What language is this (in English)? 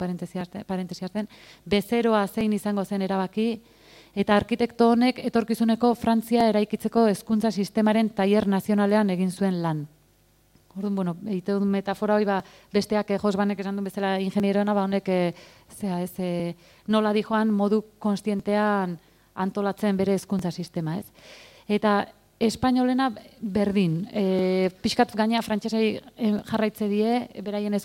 Basque